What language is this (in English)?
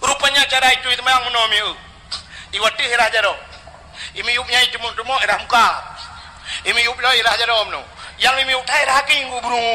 Achinese